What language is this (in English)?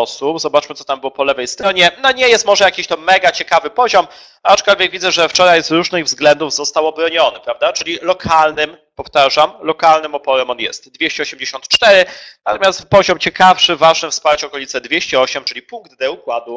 Polish